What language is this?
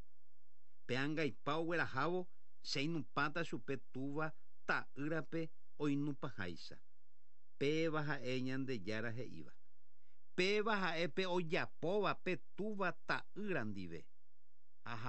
Guarani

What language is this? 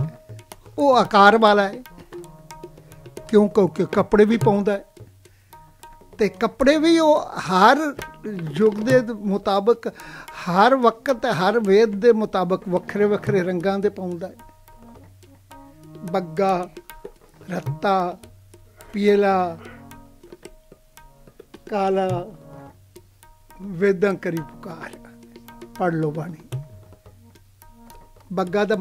Punjabi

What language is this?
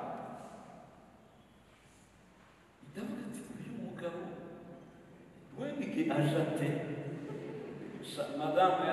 Kinyarwanda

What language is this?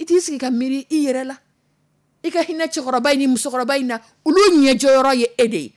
Dyula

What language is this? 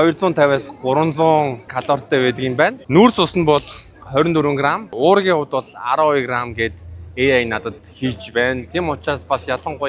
Mongolian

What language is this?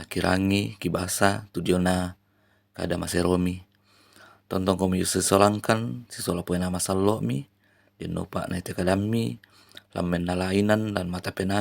Toraja-Sa'dan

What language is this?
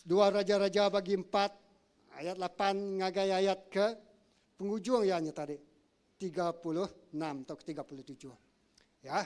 Iban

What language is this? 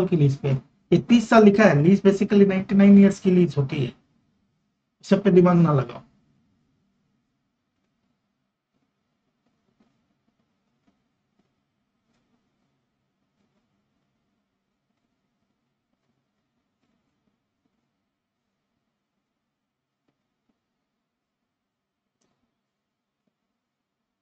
Hindi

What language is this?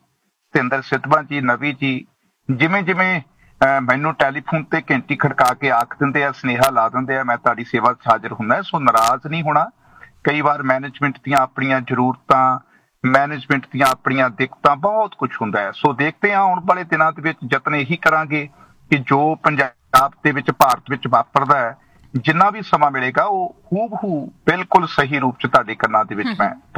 Punjabi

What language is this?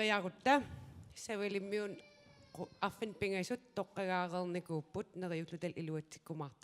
Kalaallisut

